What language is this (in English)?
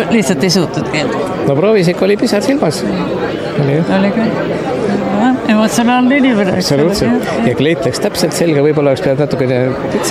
Estonian